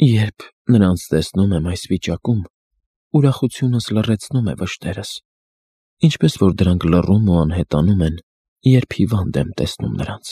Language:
Armenian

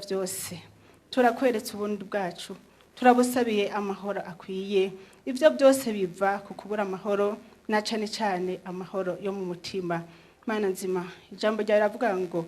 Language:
Rundi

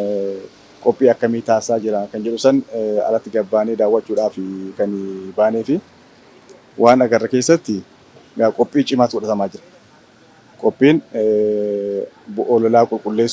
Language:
Oromo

